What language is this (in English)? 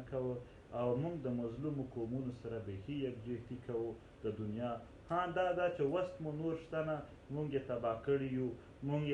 Pashto